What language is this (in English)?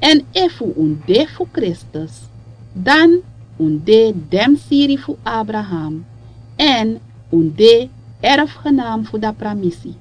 Sranan Tongo